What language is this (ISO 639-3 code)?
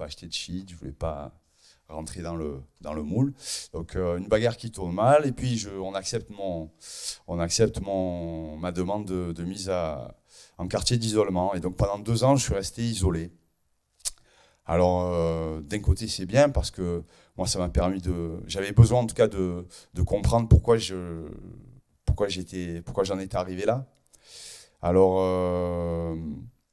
fra